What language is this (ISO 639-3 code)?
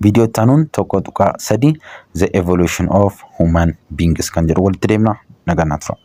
orm